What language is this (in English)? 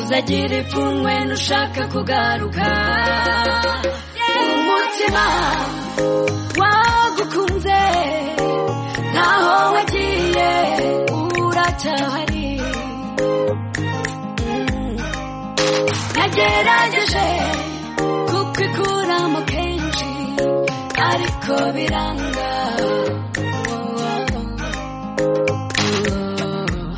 Kinyarwanda